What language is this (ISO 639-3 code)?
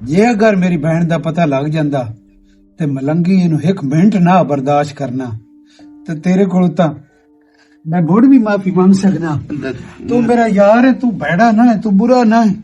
lah